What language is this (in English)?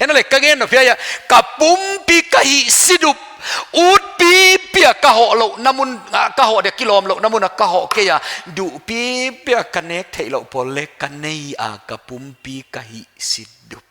Paite Chin